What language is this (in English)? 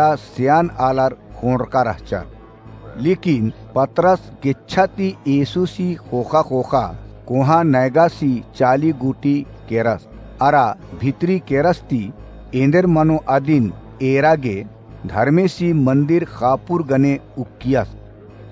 Kurukh